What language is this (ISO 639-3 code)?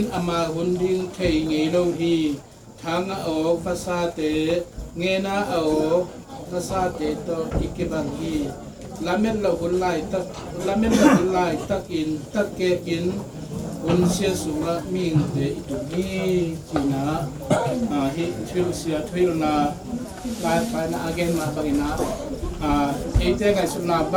ctd